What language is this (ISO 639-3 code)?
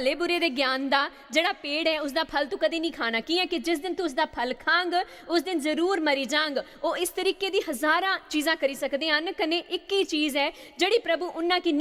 doi